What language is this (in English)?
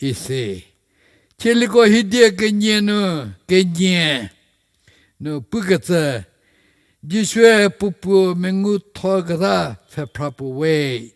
Angami Naga